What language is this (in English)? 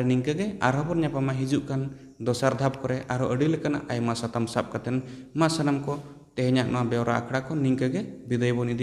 Santali